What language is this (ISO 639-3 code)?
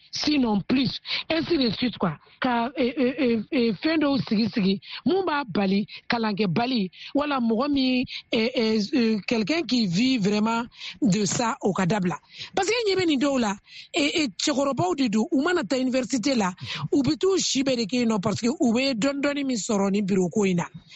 bam